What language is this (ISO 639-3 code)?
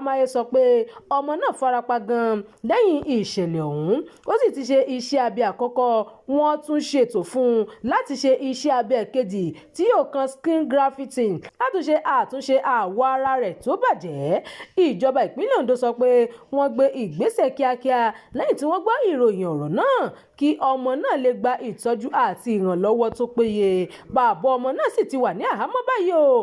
yor